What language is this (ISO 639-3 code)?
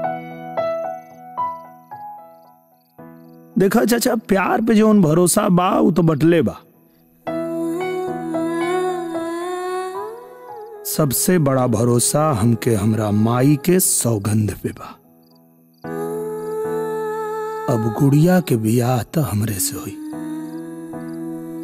bho